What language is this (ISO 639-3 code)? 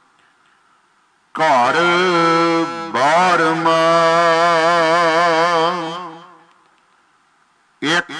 pan